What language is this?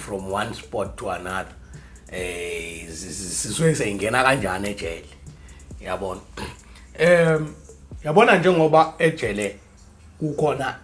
Zulu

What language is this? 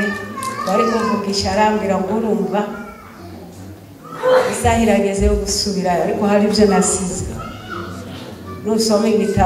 Kinyarwanda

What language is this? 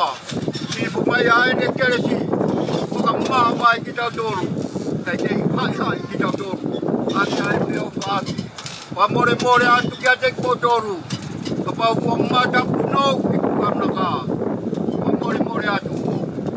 Tongan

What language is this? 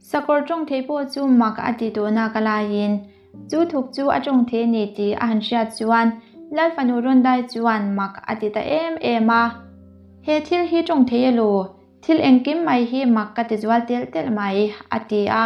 Mizo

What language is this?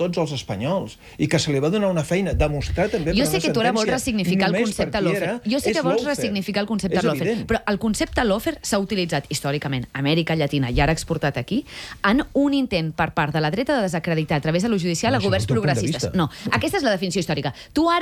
Catalan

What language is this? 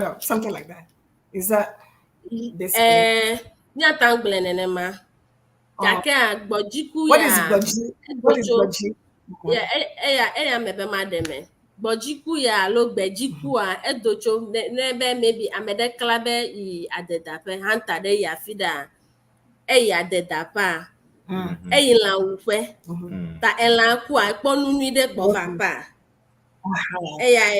Ewe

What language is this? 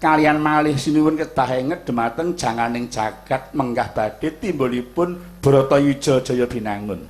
Javanese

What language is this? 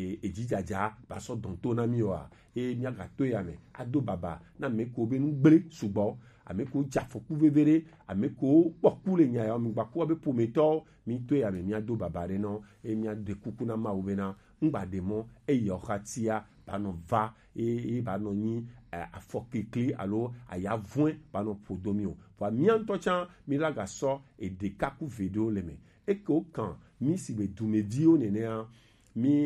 Gen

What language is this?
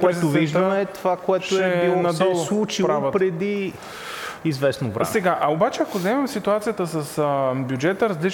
Bulgarian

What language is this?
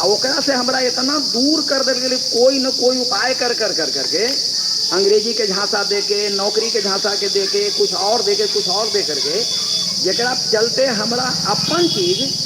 Magahi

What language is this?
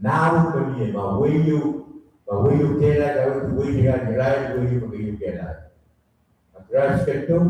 Pohnpeian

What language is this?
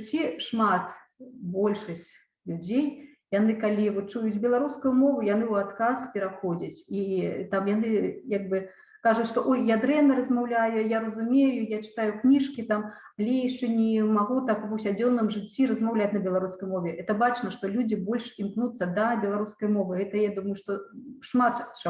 Belarusian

